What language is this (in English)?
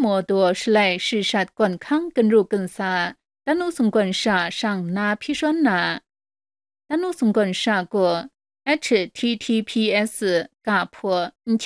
Kachin